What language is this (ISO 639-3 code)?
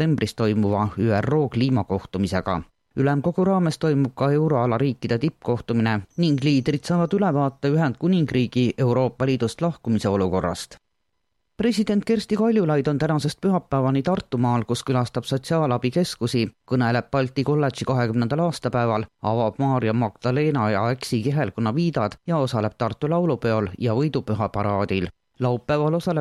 est